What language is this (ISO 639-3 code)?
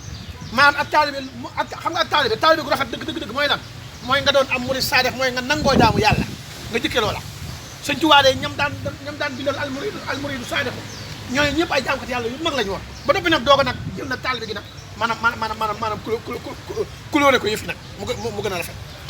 wol